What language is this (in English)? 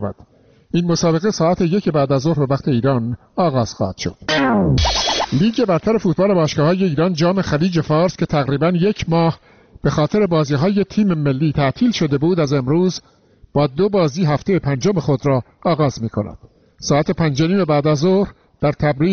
Persian